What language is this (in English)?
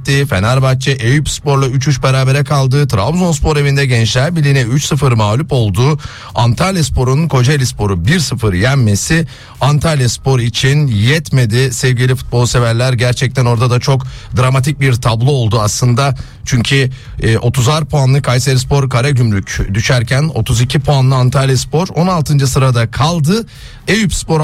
Turkish